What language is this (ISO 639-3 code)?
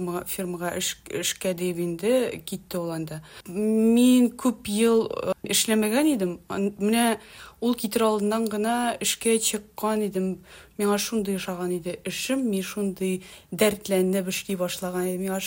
tat